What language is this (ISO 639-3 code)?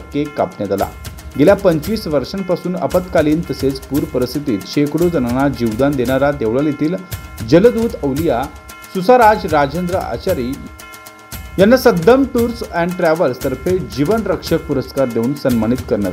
mar